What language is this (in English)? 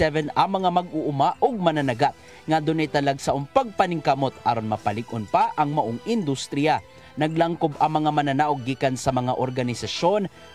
Cebuano